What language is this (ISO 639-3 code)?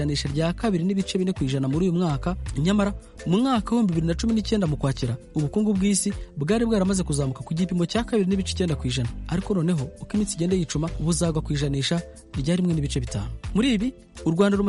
kin